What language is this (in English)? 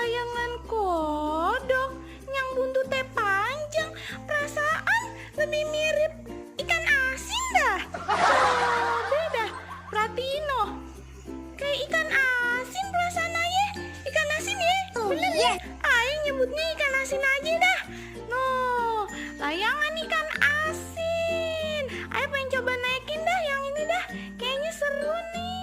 Betawi